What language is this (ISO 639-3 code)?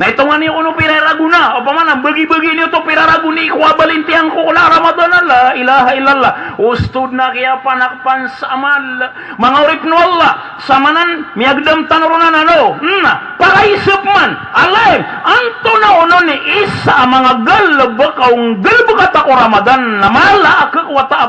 mrw